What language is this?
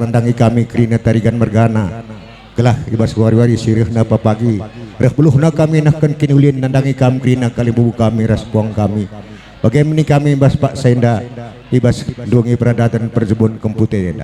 Batak Karo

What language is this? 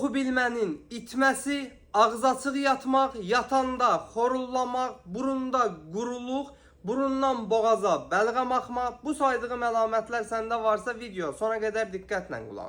Azerbaijani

